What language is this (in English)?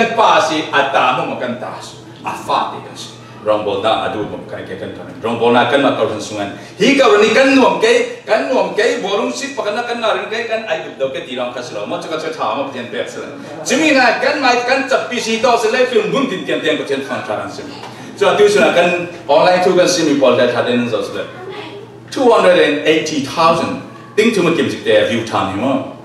Falam Chin